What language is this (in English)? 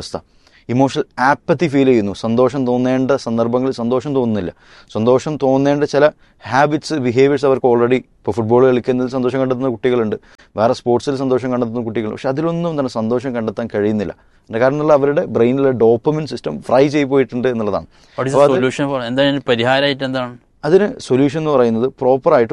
Malayalam